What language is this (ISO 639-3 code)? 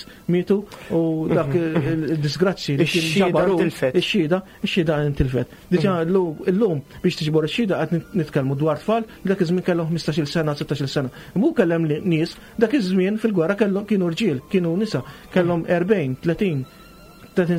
mlt